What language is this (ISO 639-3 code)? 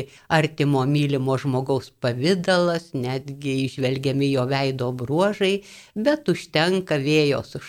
lit